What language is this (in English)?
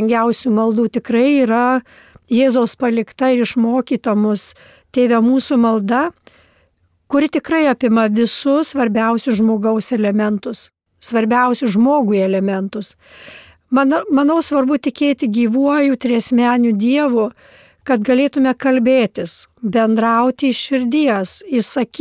Lithuanian